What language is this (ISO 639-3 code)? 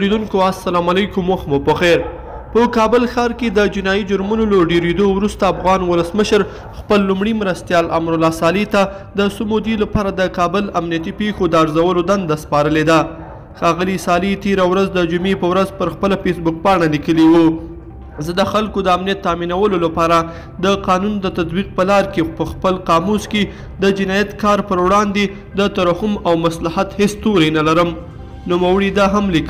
pus